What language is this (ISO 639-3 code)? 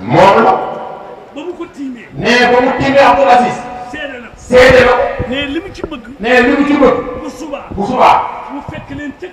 wol